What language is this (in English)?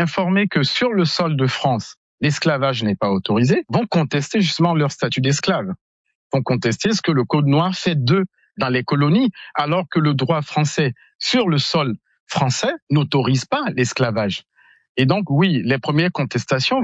French